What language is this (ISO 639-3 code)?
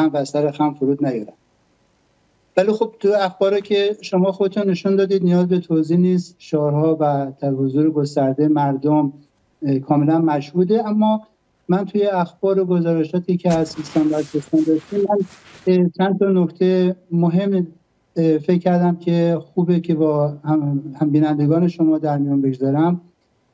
fas